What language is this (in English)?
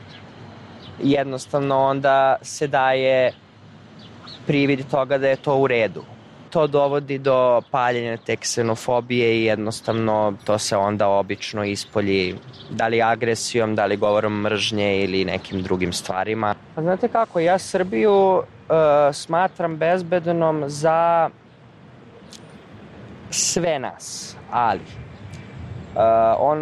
Serbian